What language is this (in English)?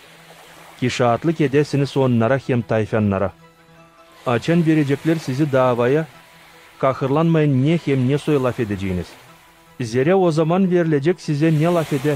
Gagauz